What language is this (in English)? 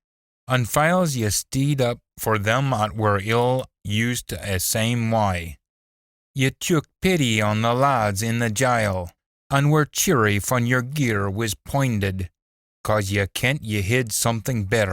Scots